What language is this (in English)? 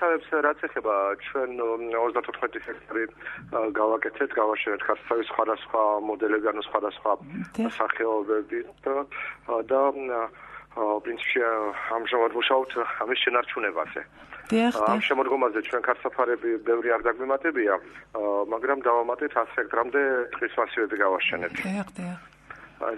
Georgian